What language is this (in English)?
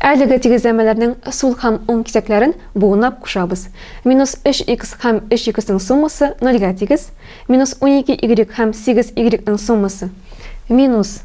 Tatar